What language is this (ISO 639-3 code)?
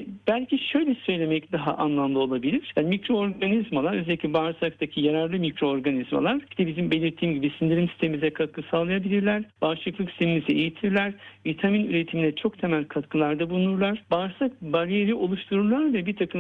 tur